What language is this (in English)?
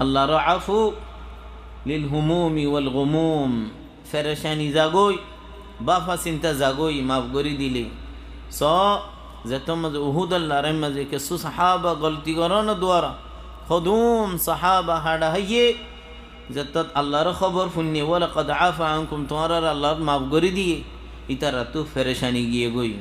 Rohingya